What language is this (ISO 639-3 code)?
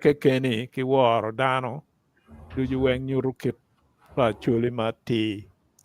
ach